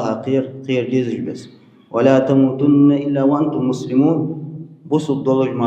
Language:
Ingush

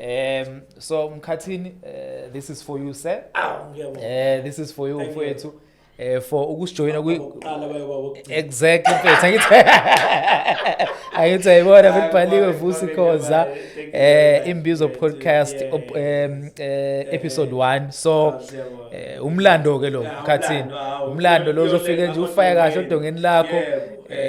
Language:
Zulu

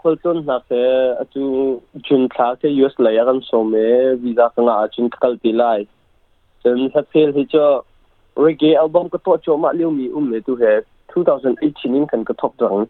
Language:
Hakha Chin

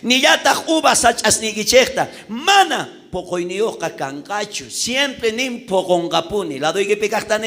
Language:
South Bolivian Quechua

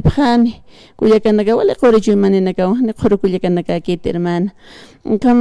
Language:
Aymara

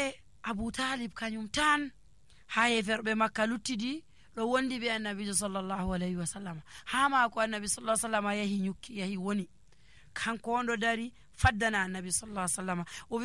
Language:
Nigerian Fulfulde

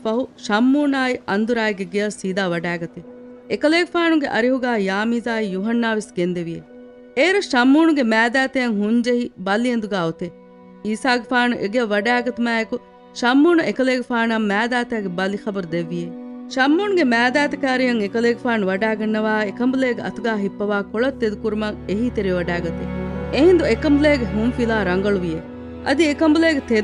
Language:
Divehi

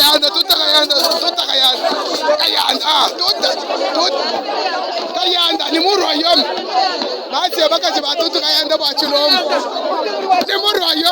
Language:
Lingala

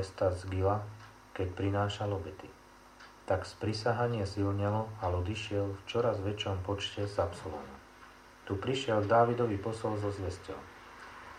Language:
Slovak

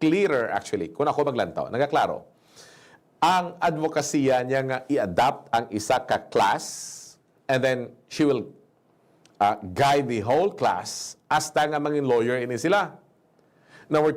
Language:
Hiligaynon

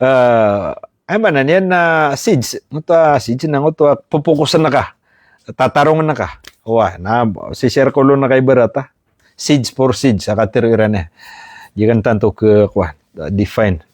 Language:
Maranao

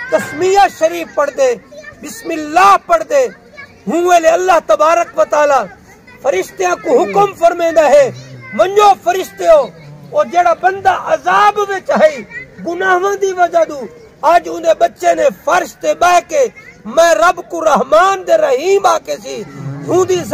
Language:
Saraiki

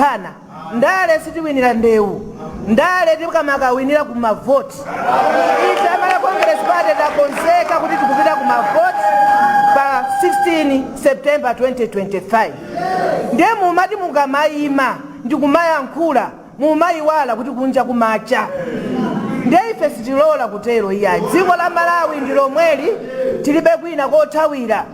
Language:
Nyanja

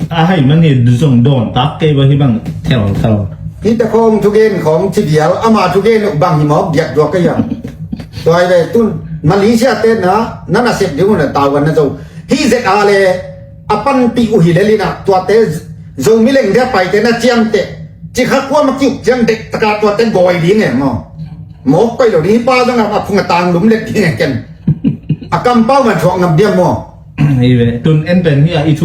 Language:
Tedim Chin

